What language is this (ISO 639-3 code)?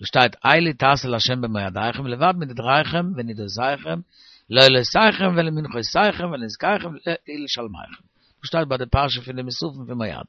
yid